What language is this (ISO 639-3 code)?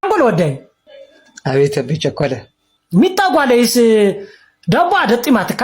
tir